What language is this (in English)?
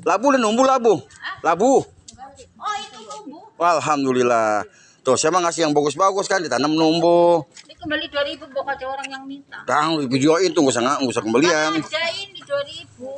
Betawi